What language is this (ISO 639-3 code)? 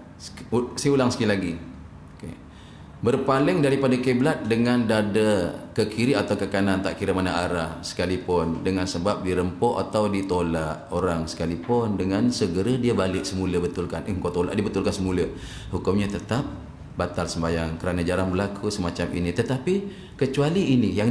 msa